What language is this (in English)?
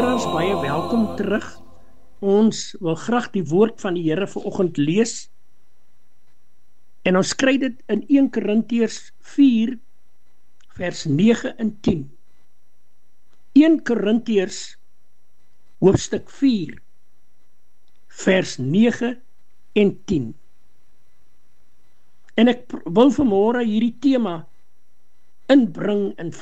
Afrikaans